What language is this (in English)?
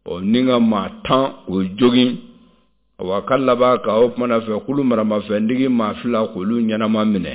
Bambara